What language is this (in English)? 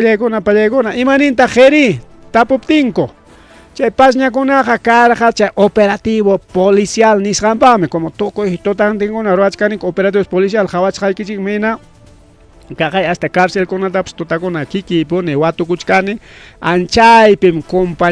Ayacucho Quechua